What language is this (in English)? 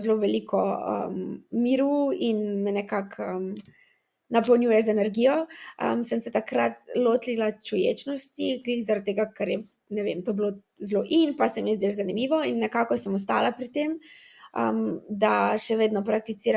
Slovenian